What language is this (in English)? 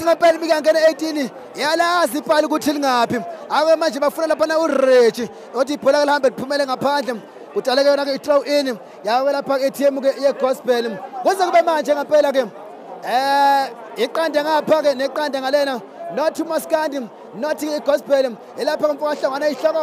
Zulu